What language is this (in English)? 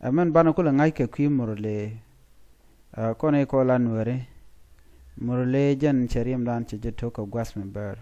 Nuer